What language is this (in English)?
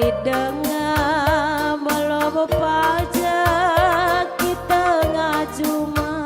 Batak Karo